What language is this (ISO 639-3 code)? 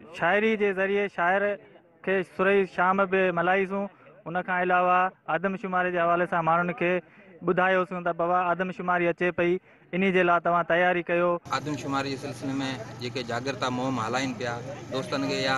snd